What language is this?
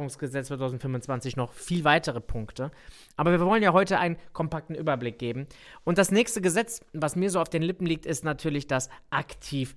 German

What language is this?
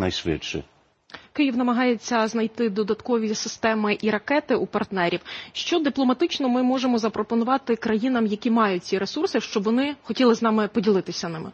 Ukrainian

